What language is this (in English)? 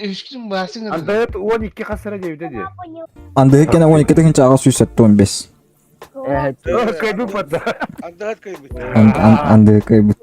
Yakut